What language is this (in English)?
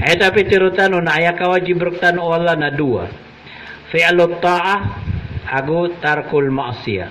Maranao